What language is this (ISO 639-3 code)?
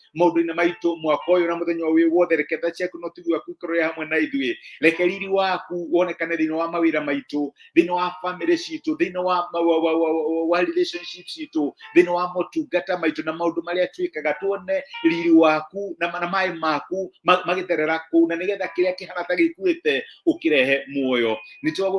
kik